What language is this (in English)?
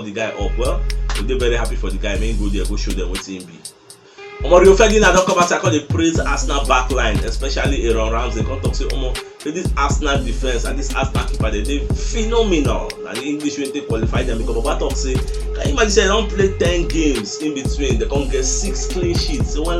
Nigerian Pidgin